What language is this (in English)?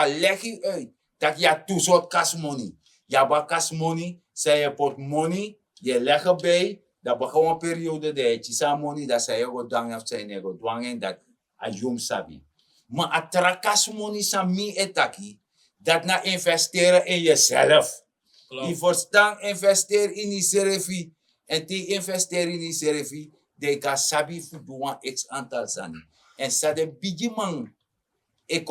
Sranan Tongo